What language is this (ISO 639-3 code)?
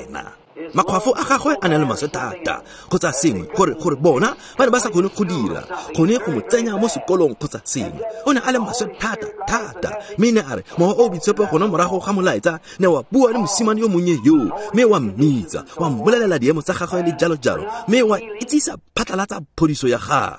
tsn